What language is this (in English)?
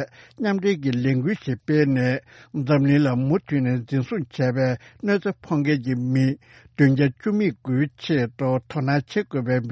Tibetan